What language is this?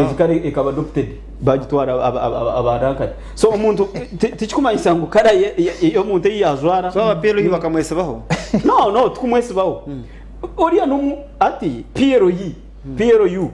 Nyankole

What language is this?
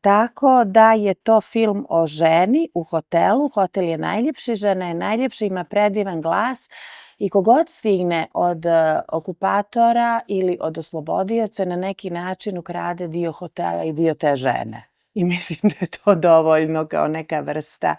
Bosnian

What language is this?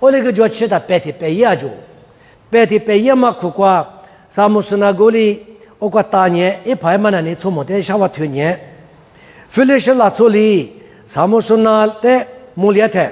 Lisu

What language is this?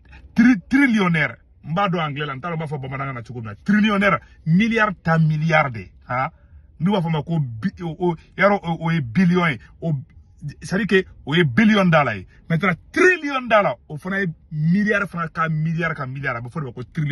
Bambara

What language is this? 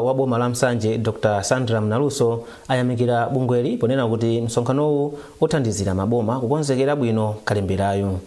Nyanja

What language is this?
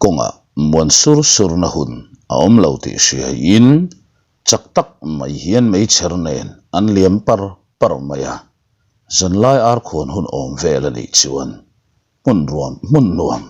Mizo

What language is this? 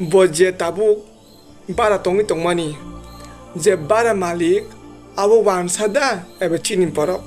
Kok Borok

